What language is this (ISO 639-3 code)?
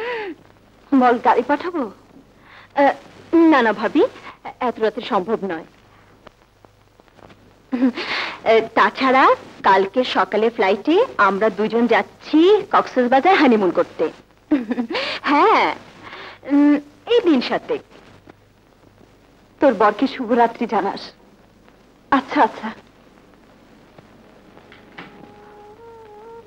ben